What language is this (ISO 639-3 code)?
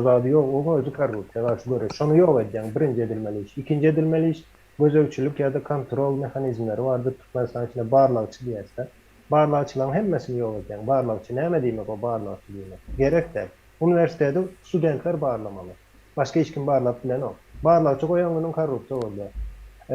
tuk